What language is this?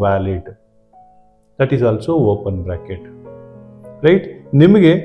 Kannada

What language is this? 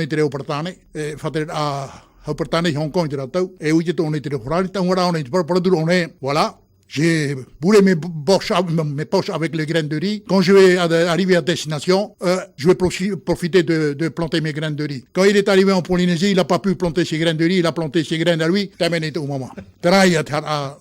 Tahitian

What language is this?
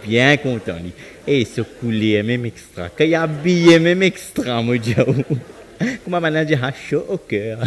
Morisyen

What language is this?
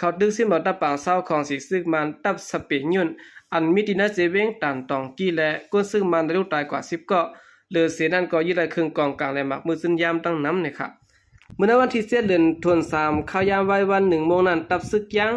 Lao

